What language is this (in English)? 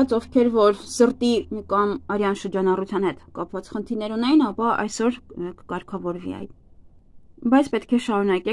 Armenian